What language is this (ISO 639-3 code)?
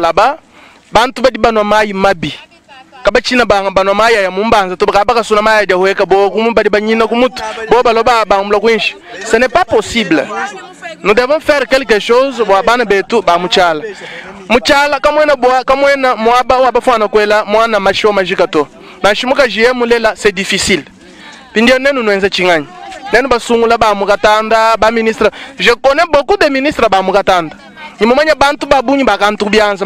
lua